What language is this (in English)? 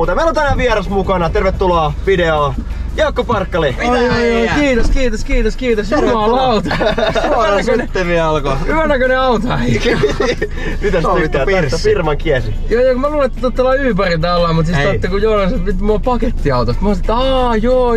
Finnish